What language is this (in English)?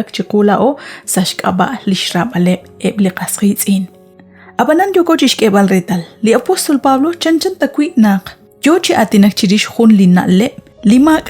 Kekchí